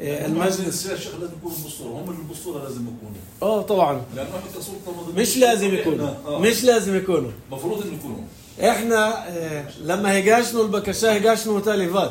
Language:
North Levantine Arabic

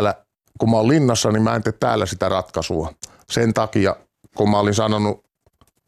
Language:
Finnish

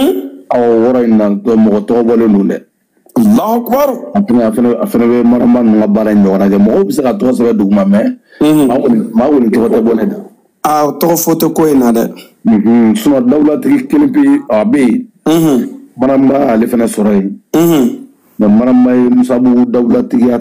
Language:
Bambara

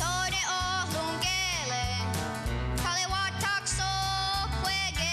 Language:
Mohawk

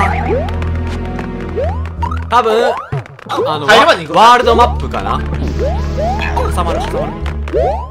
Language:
Japanese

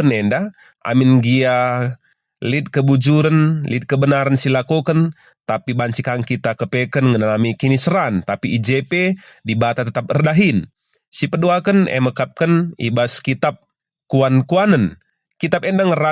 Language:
Batak Karo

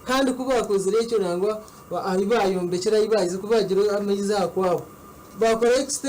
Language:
Nyankole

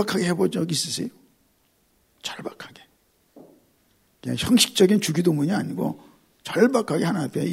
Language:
Korean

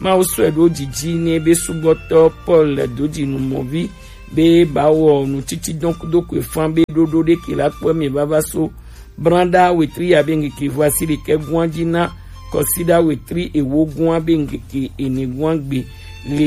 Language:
Gen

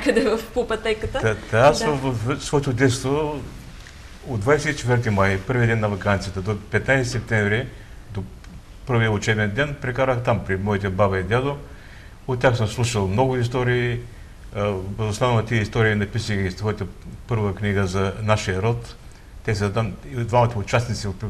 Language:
Bulgarian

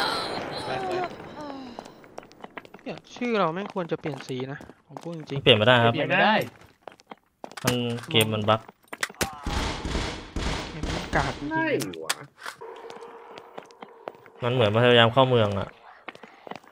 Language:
Thai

